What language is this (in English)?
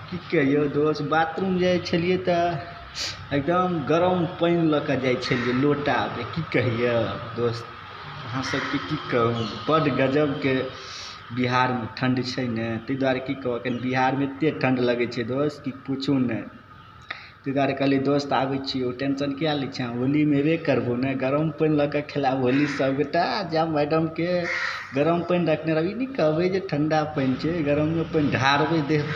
Maithili